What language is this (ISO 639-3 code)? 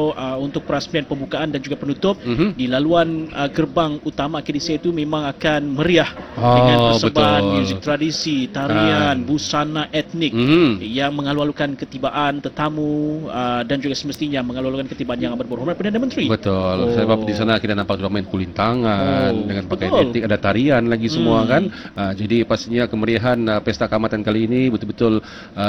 msa